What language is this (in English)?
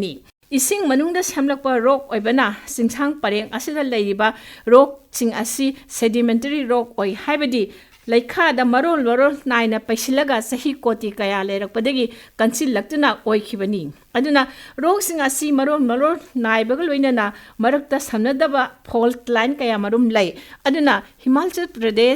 Manipuri